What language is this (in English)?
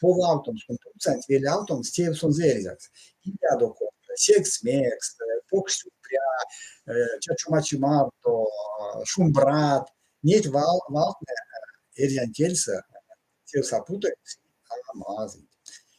Erzya